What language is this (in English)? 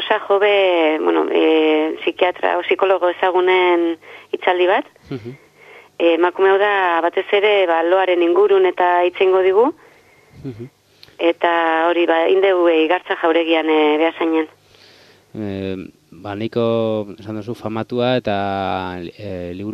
Basque